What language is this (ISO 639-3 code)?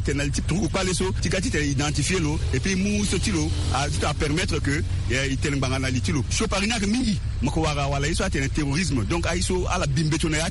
sag